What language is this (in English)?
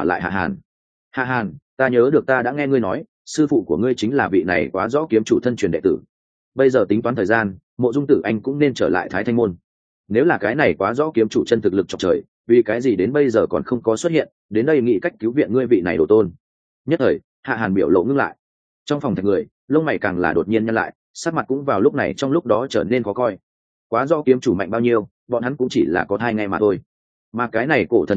Vietnamese